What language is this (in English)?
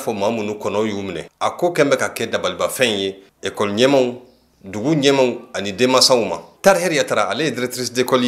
Bambara